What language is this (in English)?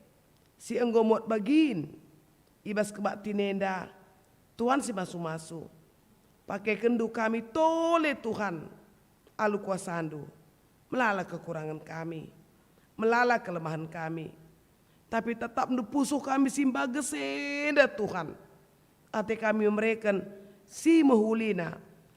Batak Karo